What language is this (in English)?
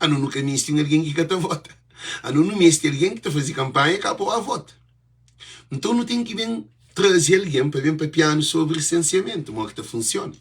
Kabuverdianu